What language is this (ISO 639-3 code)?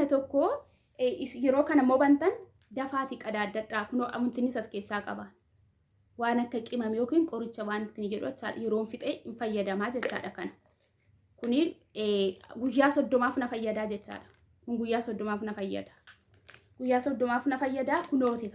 orm